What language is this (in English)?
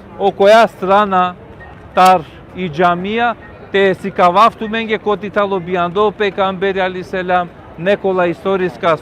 Balkan Romani